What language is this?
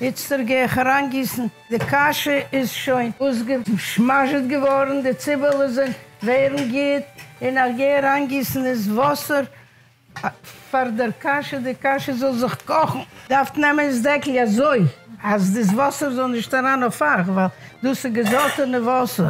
Yiddish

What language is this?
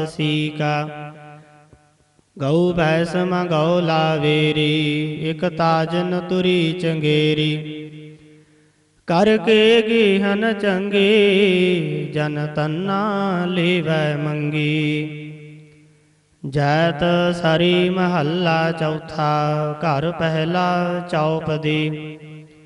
Punjabi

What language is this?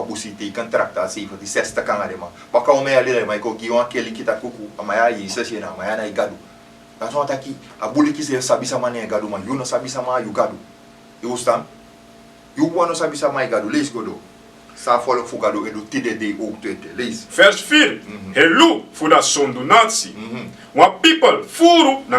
Sranan Tongo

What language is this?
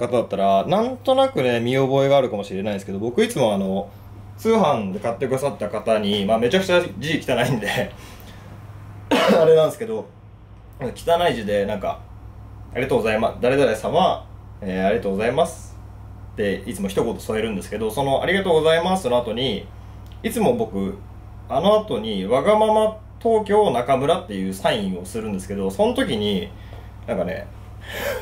Japanese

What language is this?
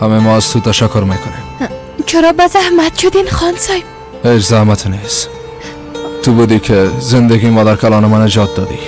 Persian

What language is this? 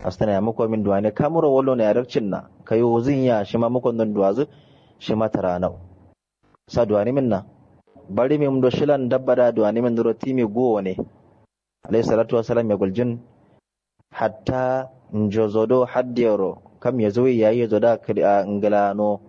Kanuri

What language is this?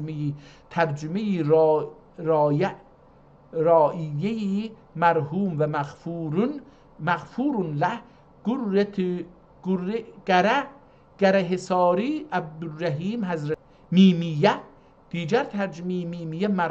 South Azerbaijani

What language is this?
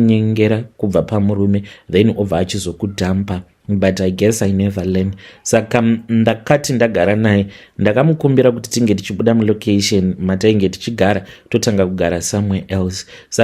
Shona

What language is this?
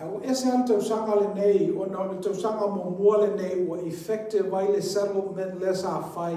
Samoan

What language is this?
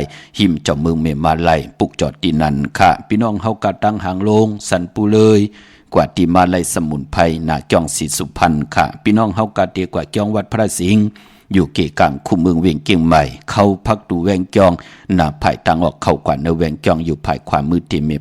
Shan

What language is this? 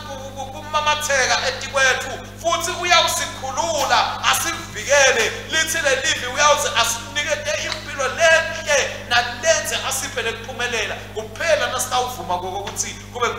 Swati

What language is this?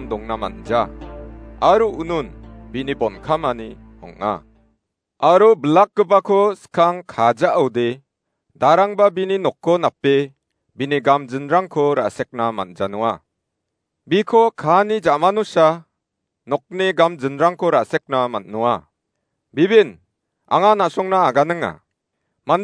Garo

